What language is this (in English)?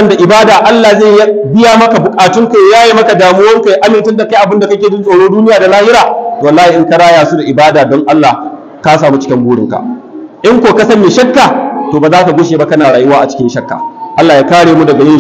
Hausa